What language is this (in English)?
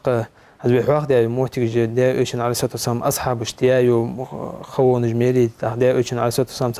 Ingush